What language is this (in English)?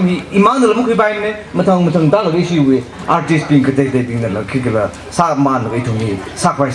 Tangkhul Naga (India)